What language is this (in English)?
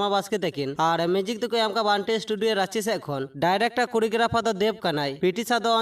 Santali